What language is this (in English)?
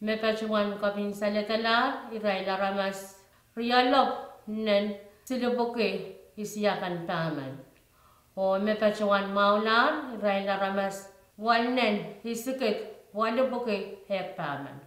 Pohnpeian